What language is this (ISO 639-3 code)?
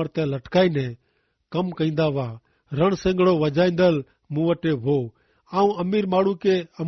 kfr